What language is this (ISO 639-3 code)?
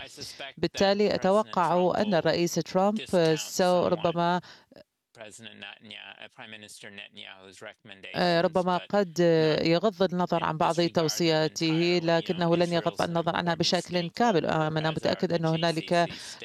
ara